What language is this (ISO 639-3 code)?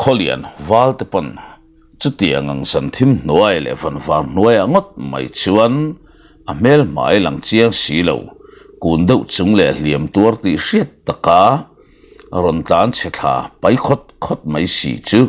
lus